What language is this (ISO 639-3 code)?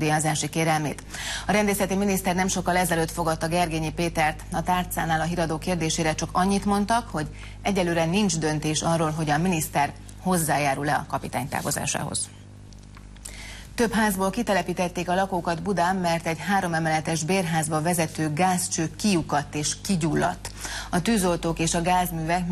hun